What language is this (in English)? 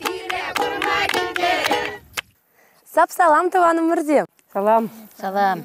Chuvash